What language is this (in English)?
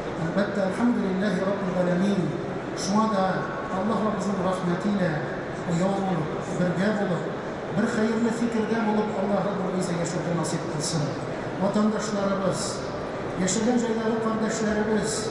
Tatar